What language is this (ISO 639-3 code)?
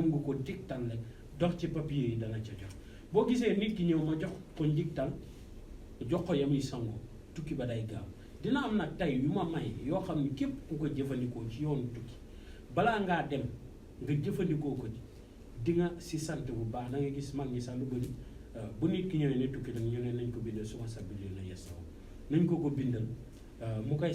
wol